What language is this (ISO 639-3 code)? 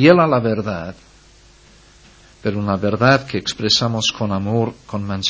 spa